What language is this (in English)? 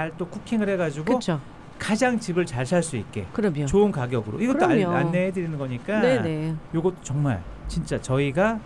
Korean